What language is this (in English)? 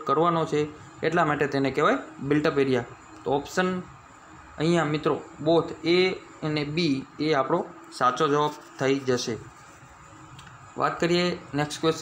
Gujarati